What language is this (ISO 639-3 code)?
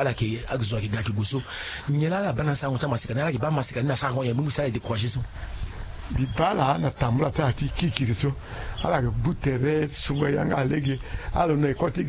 sag